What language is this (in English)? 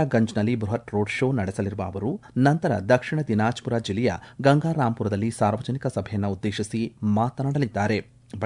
Kannada